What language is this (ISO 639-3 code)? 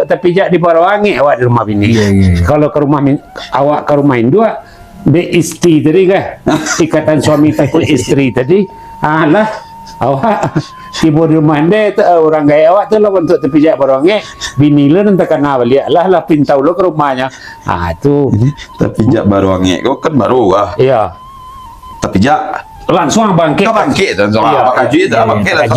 min